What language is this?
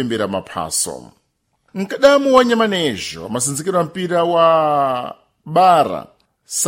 Sena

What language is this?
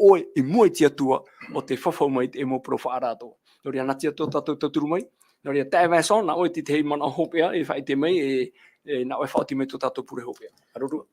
Tahitian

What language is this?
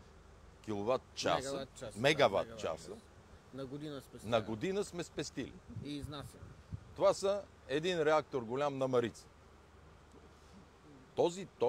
Bulgarian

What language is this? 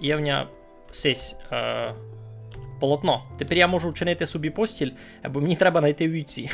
Rusyn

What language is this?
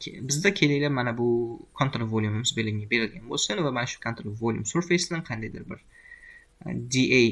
Uzbek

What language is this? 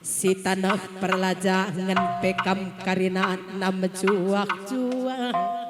Batak Karo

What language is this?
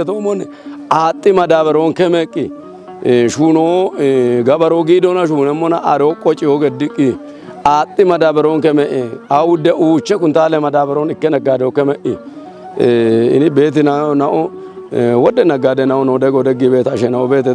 Kafa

